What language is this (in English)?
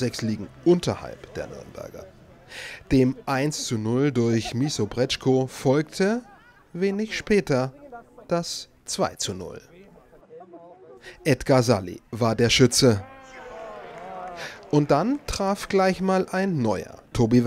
German